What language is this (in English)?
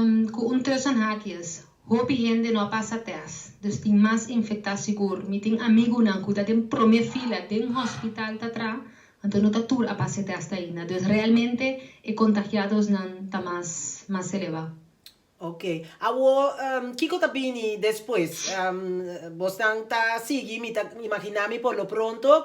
Papiamento